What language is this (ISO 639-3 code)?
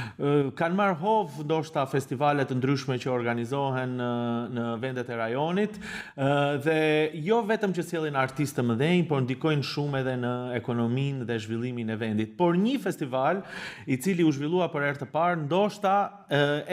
sqi